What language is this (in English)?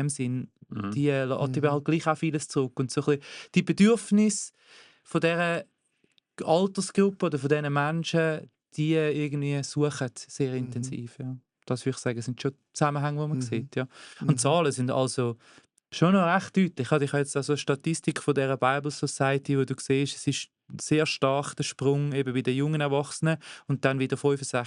Swiss German